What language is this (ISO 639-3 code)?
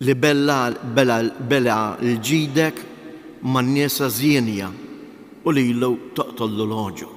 mlt